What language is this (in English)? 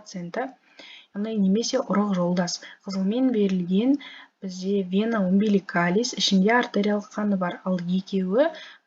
Kazakh